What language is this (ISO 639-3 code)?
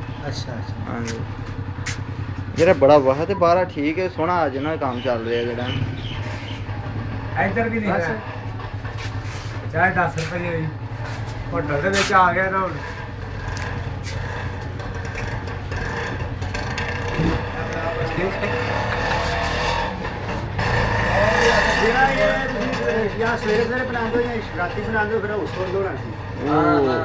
pan